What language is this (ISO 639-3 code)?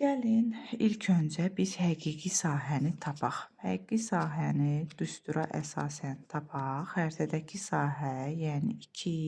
aze